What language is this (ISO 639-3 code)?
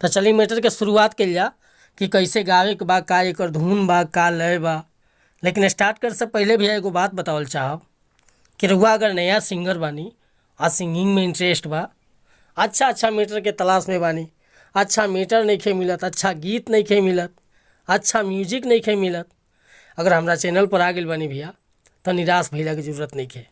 bho